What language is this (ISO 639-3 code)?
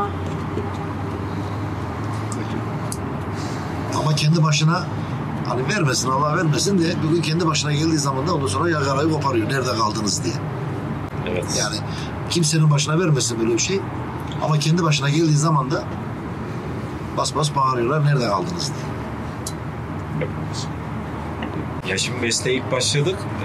tur